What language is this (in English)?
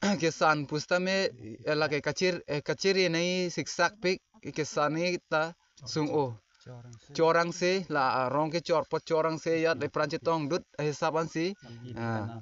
Karbi